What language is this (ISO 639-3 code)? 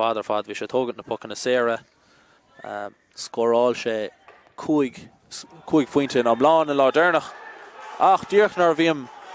gle